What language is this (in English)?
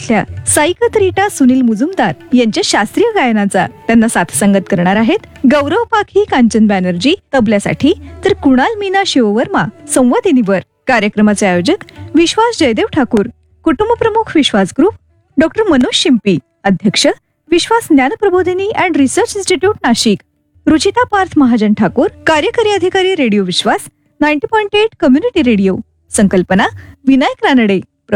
Marathi